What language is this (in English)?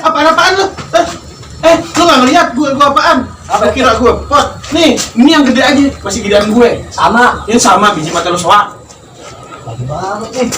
Betawi